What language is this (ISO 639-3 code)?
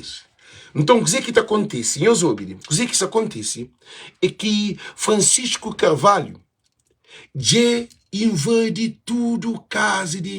kea